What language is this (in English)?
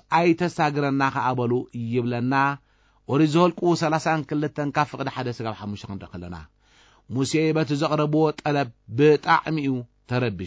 Tigrinya